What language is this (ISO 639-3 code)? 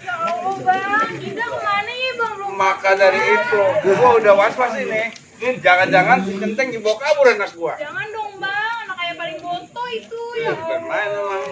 bew